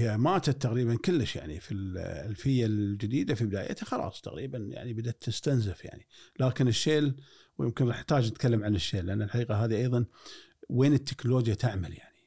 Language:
Gulf Arabic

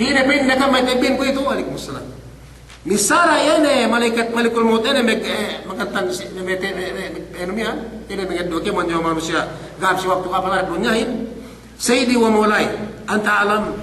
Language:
Yakan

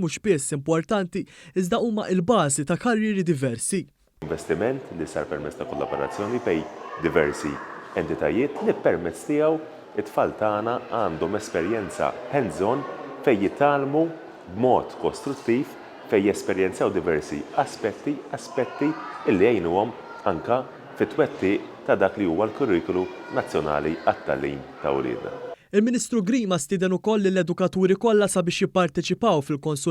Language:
Maltese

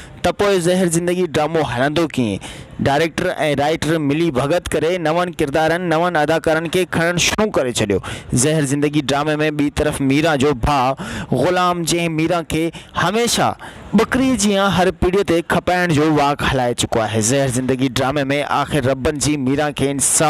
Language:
Sindhi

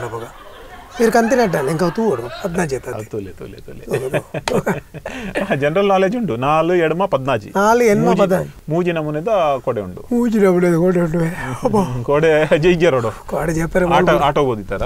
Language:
Tulu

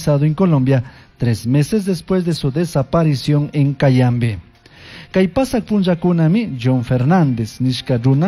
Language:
Chimborazo Highland Quichua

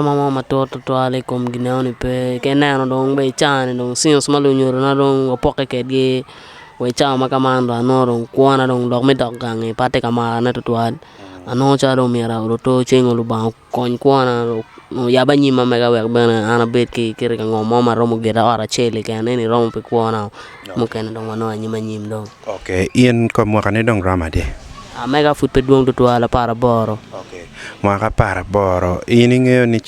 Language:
Acoli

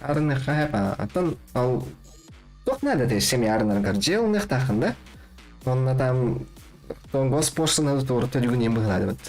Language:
Yakut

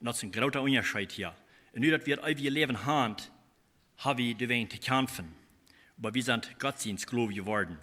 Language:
Plautdietsch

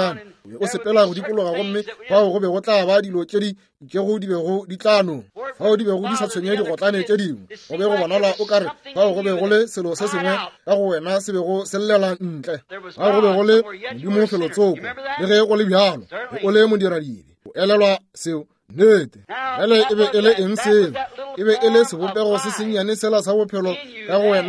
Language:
Northern Sotho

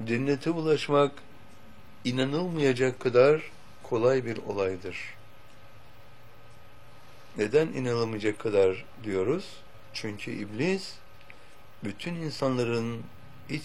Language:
Turkish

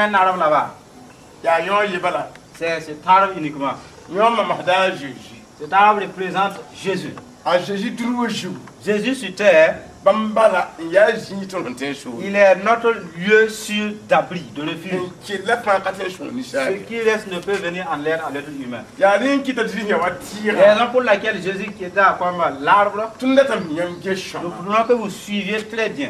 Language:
Mossi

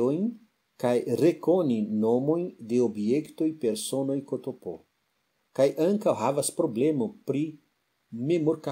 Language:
Esperanto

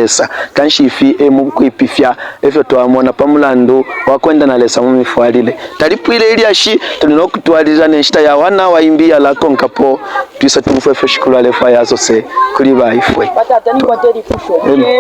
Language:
Bemba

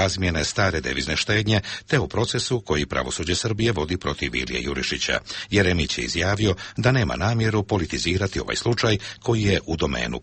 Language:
Serbian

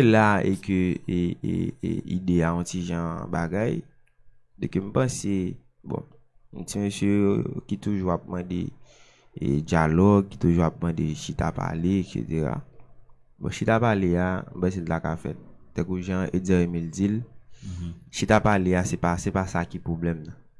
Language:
Haitian Creole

